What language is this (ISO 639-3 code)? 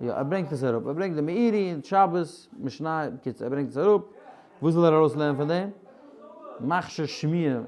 yid